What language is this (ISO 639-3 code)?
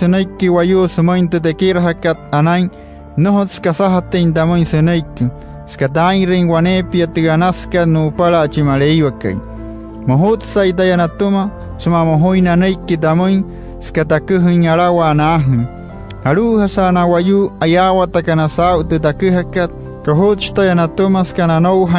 guc